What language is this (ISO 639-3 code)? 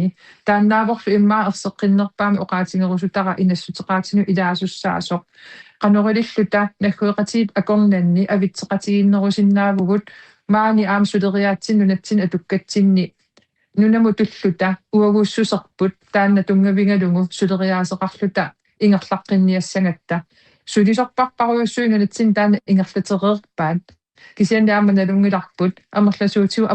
kal